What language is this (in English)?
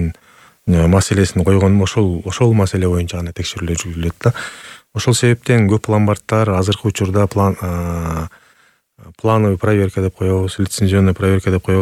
Kyrgyz